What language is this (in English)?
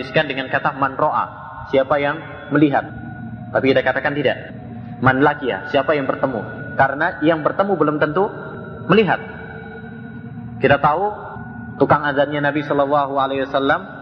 Indonesian